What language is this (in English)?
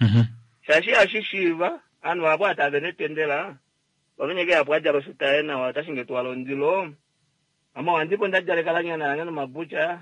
Kuanyama